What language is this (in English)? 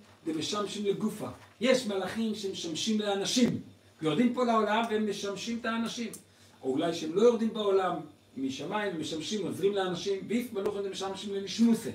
Hebrew